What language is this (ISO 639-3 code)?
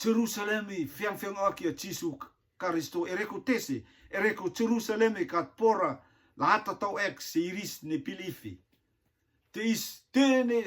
rtm